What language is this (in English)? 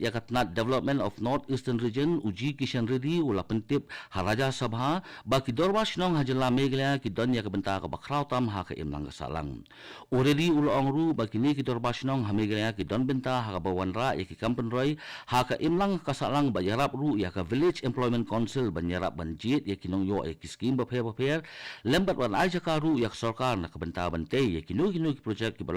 Khasi